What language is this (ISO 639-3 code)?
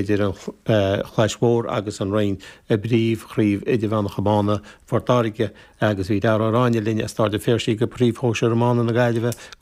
gle